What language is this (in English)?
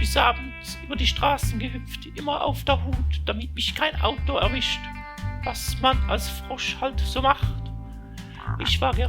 Swiss German